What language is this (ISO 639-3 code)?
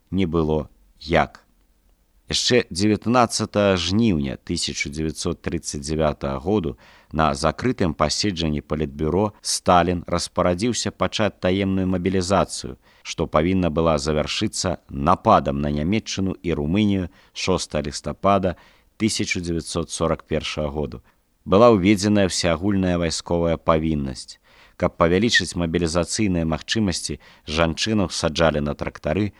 bel